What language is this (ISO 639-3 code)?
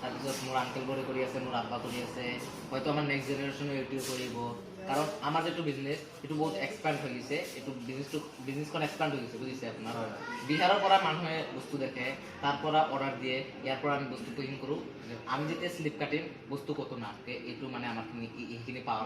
asm